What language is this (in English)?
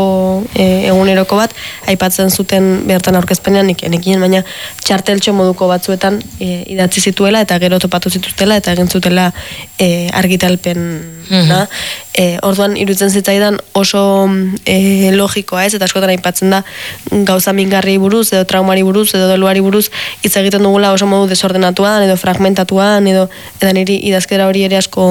Basque